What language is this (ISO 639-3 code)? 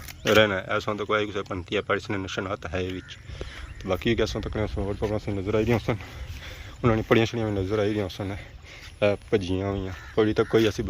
phr